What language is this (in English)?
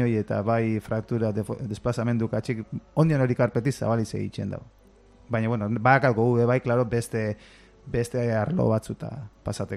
Basque